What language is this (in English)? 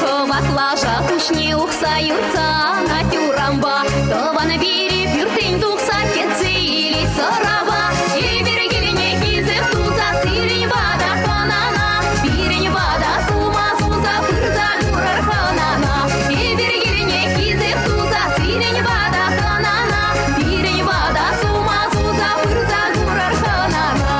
Chuvash